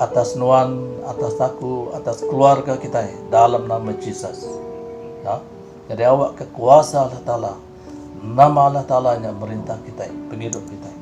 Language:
Iban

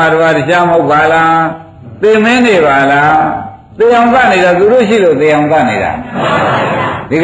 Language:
Burmese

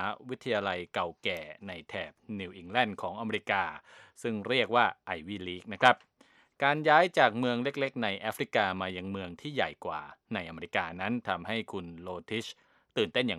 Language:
Thai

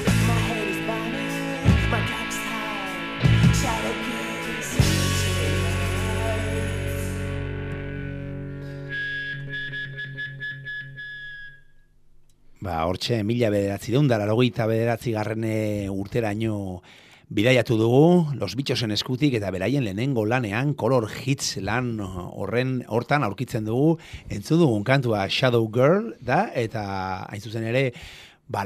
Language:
Basque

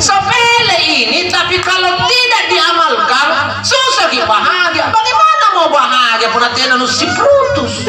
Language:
Makasar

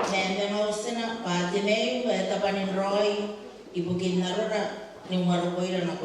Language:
Gilbertese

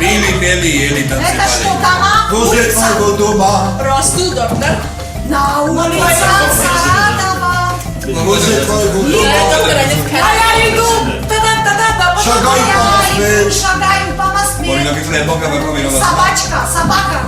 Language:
Ossetic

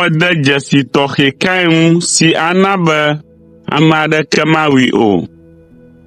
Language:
Ewe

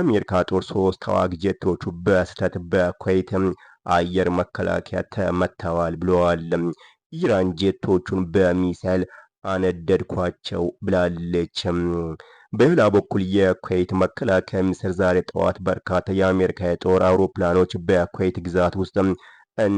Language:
Amharic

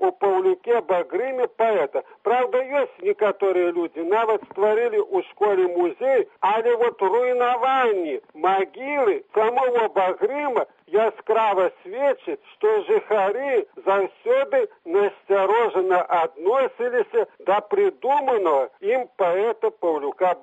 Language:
Belarusian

